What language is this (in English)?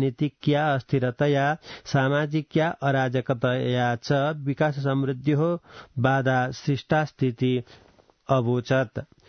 Sanskrit